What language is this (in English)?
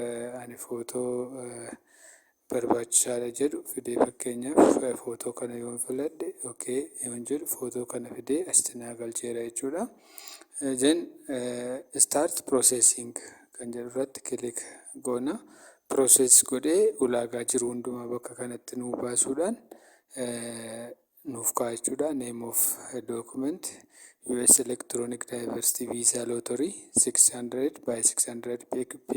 Oromo